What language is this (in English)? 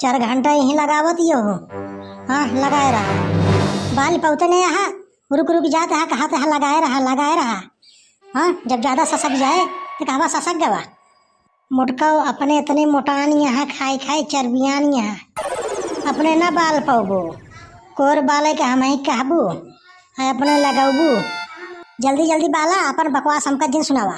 Awadhi